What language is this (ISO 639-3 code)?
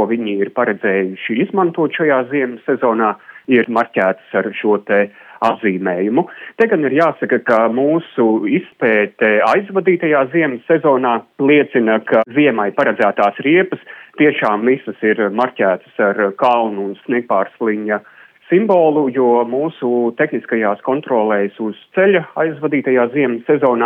lav